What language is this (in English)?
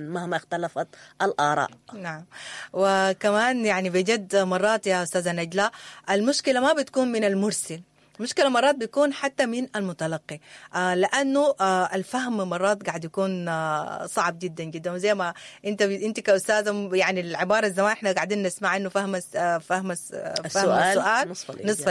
Sudanese Arabic